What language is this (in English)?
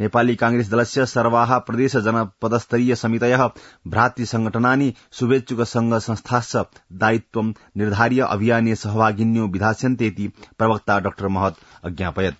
Sanskrit